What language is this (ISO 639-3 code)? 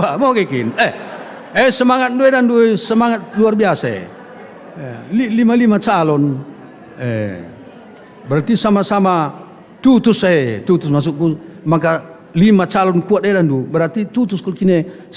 btx